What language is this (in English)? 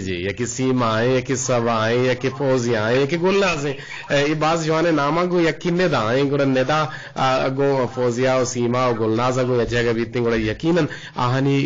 Eastern Balochi